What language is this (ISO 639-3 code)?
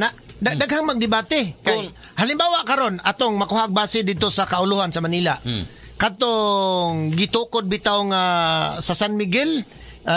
ceb